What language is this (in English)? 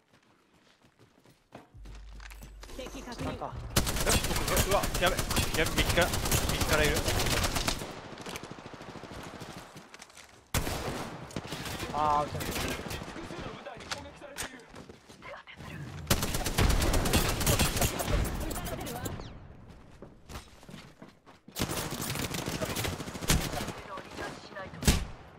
Japanese